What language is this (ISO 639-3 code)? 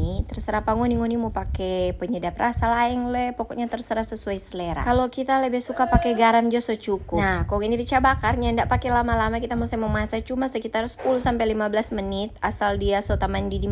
xmm